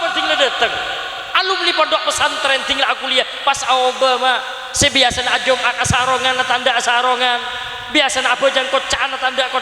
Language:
Madurese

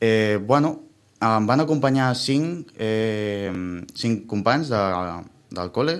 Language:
Catalan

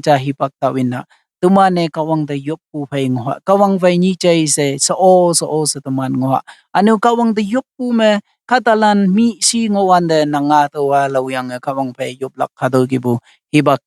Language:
Konyak Naga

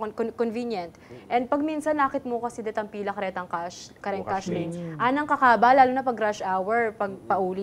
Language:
Pampanga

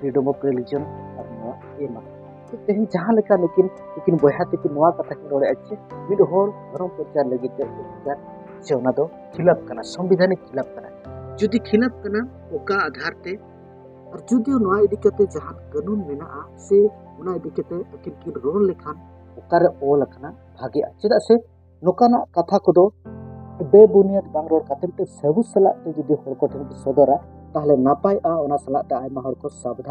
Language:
Santali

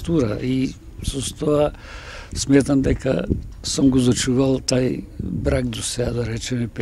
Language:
Macedonian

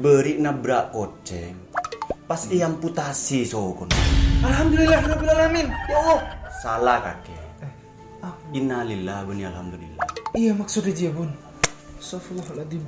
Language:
Madurese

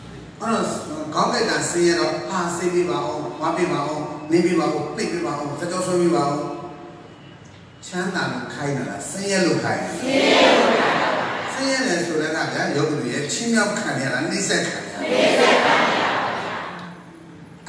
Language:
Burmese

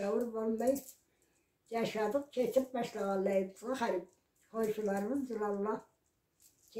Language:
Karachay-Balkar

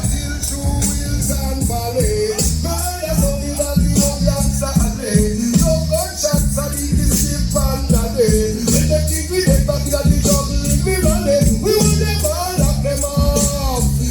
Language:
Jamaican Creole English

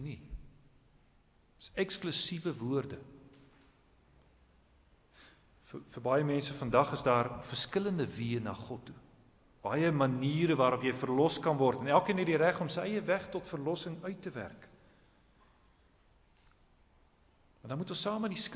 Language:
Afrikaans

